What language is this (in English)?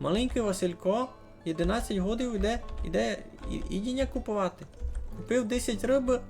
Rusyn